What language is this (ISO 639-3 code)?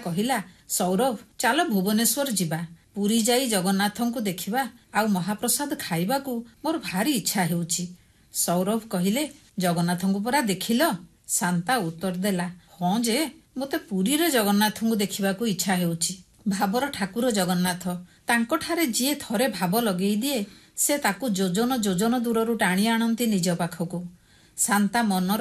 ori